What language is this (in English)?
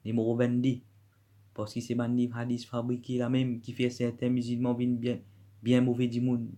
Morisyen